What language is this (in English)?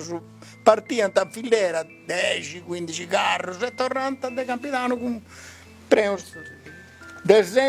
Sardinian